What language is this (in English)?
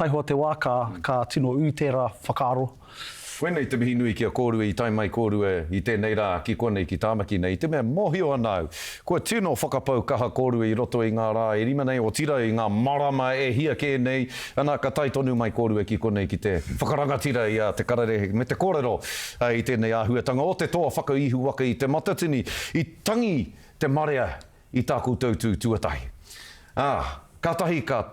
Māori